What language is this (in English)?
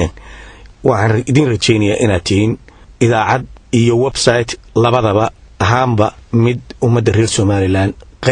Somali